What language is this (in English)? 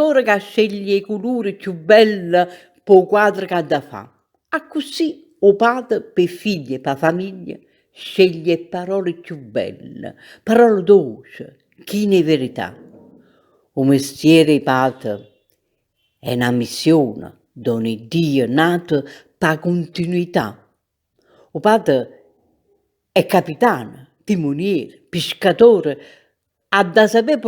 Neapolitan